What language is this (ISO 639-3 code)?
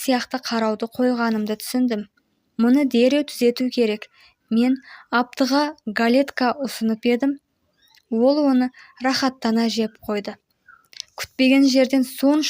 kaz